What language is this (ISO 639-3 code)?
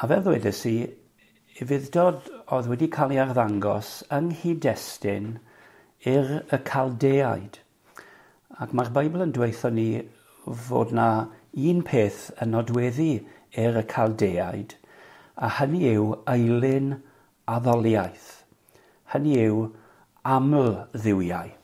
cym